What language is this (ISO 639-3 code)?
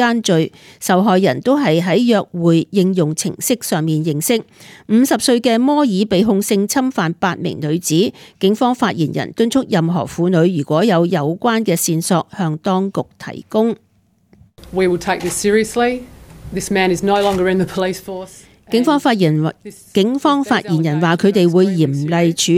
yue